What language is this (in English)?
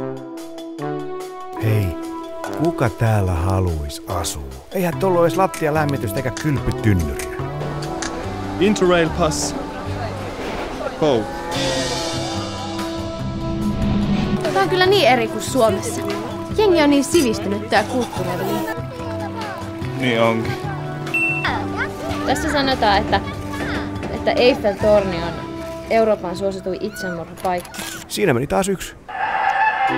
Finnish